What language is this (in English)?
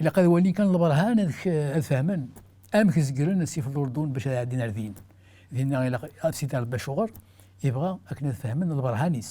Kabyle